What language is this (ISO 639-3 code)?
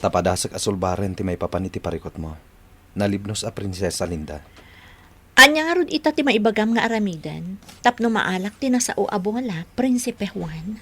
ilo